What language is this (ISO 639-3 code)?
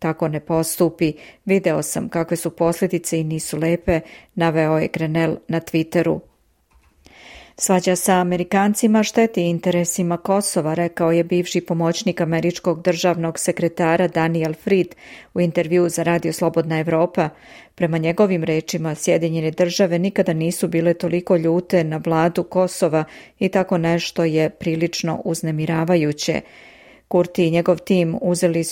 srp